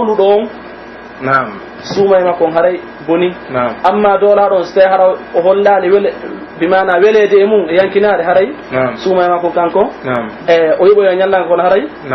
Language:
Pular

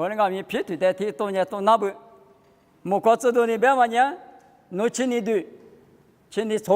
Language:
Lisu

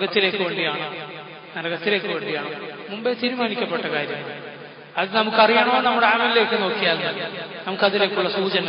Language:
Malayalam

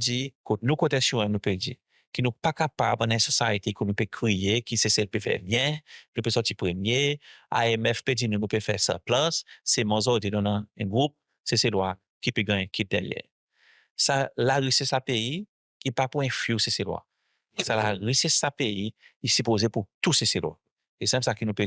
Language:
Seselwa Creole French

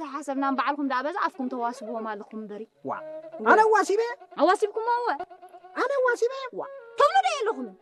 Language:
Tigrinya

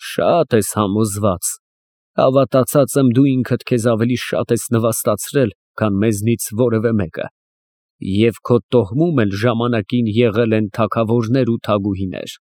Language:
Armenian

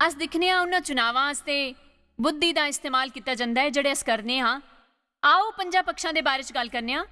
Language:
Dogri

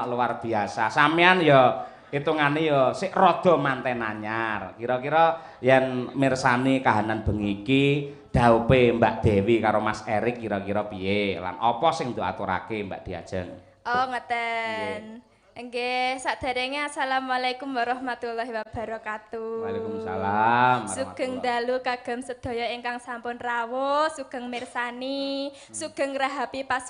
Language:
Javanese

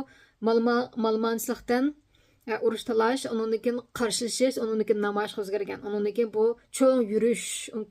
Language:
Uyghur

